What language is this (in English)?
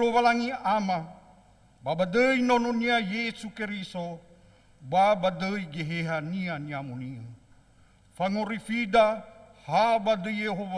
Nias